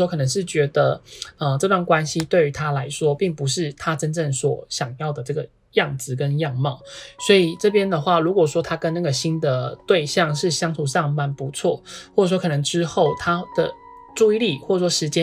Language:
Chinese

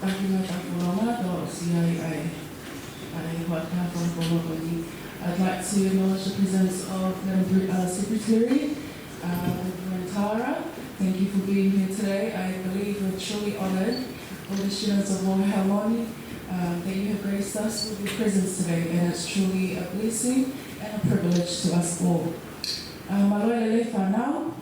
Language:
Tongan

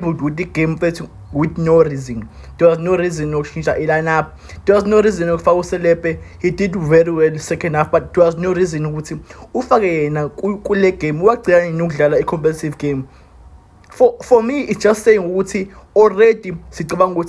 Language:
Zulu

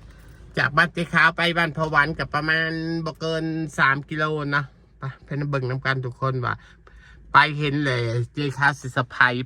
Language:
Northeastern Thai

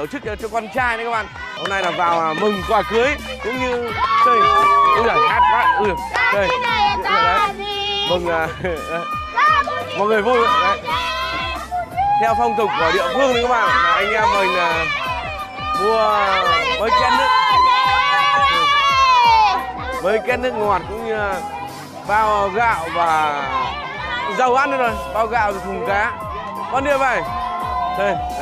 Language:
Vietnamese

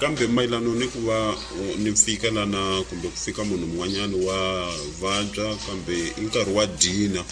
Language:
Tsonga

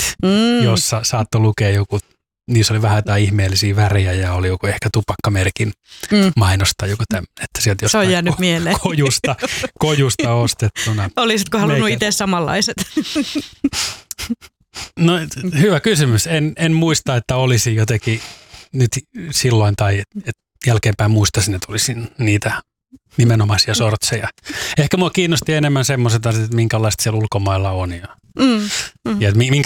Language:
Finnish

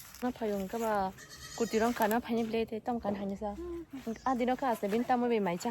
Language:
Kok Borok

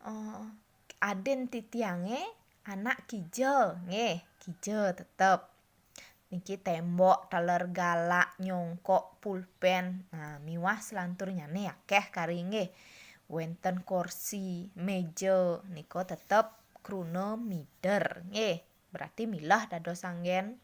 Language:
Balinese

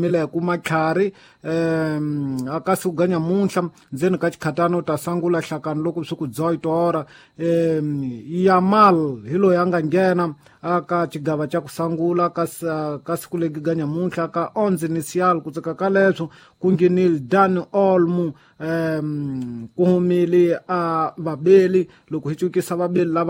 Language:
Tsonga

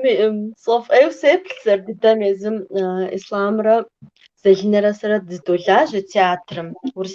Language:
Kabardian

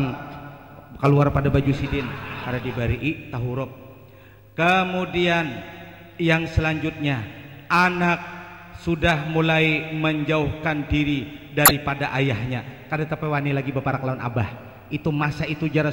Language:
Banjar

